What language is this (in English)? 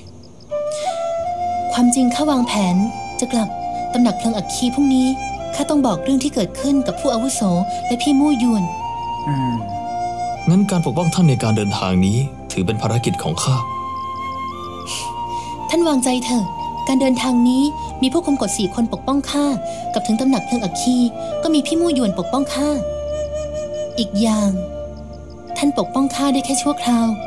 Thai